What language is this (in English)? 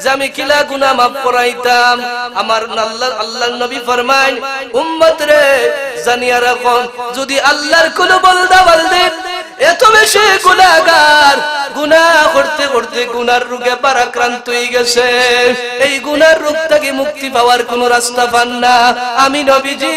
Sylheti